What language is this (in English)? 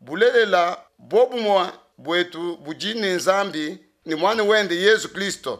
Luba-Lulua